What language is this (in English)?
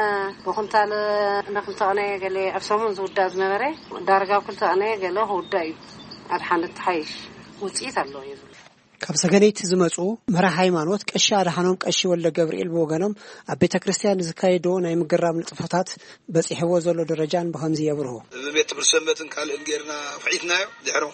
Tigrinya